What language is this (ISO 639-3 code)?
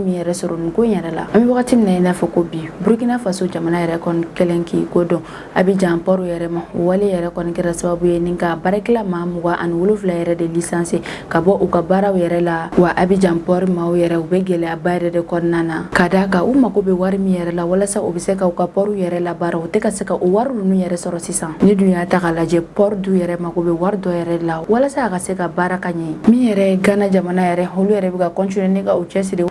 bam